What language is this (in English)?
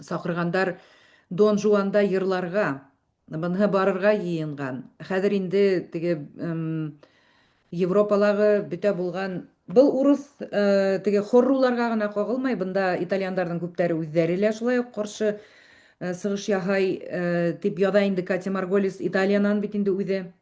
Bashkir